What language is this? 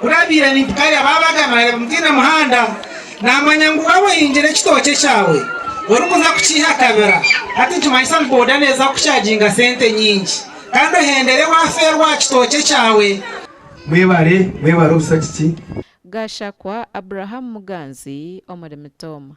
Nyankole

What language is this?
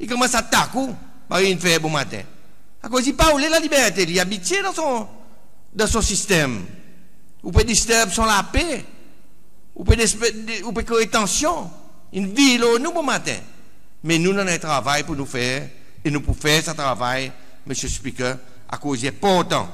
Seselwa Creole French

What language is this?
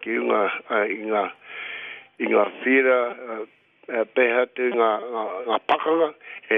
Māori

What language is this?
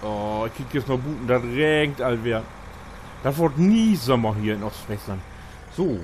Low German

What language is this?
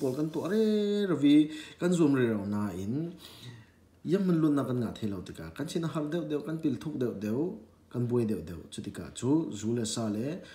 Falam Chin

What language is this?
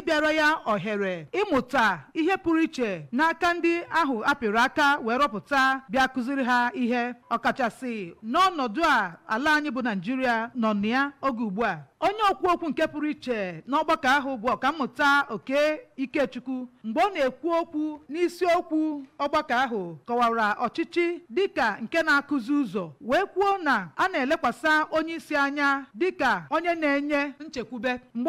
Igbo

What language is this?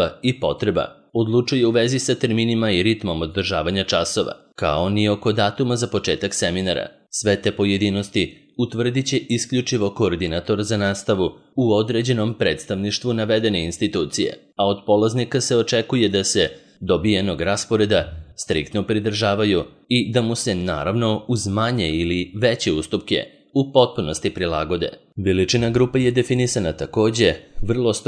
Serbian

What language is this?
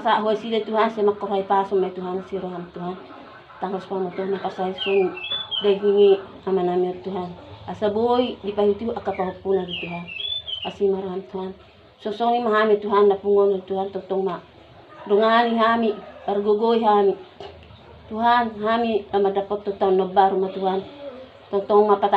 Batak Toba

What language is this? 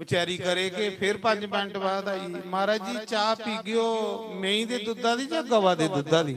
Dogri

